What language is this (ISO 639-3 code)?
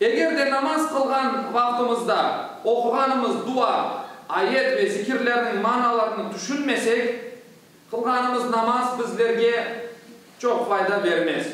crh